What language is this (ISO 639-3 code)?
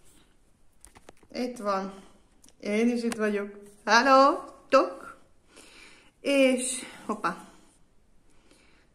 hun